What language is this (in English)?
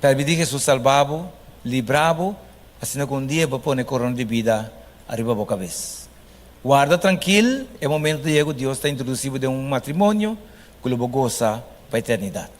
Papiamento